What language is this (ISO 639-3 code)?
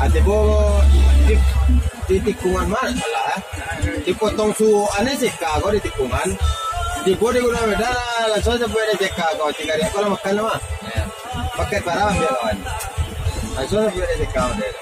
min